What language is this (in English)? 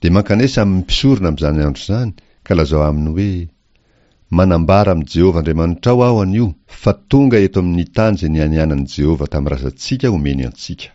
Malagasy